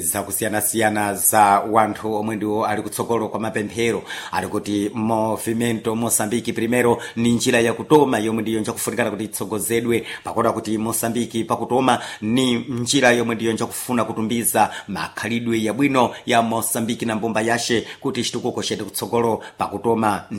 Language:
Sena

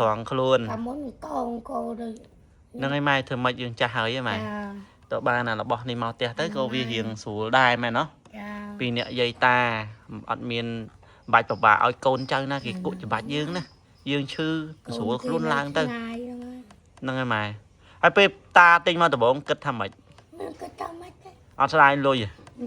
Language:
Khmer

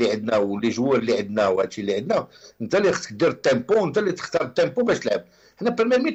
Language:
Moroccan Arabic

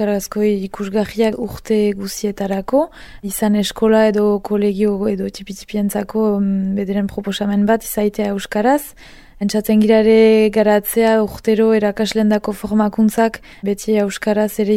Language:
Basque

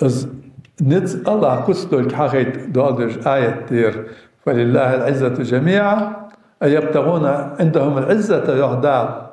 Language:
Ingush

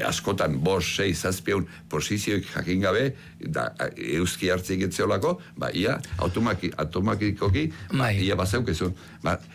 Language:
Basque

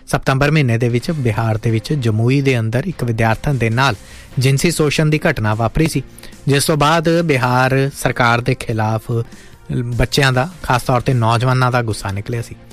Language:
Punjabi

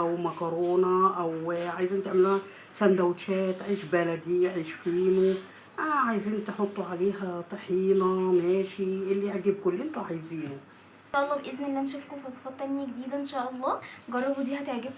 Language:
Egyptian Arabic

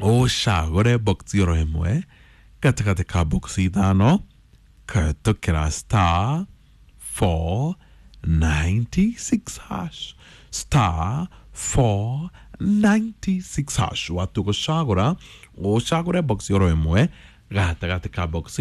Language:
Kikuyu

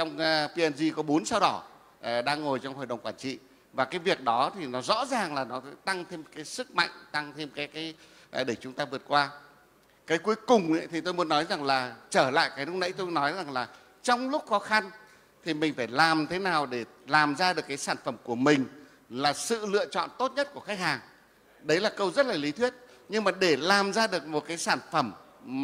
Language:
Vietnamese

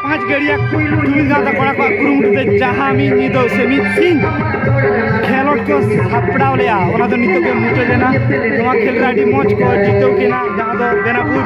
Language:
Santali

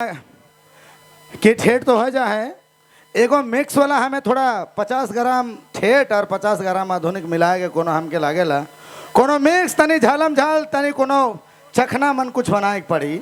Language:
Sadri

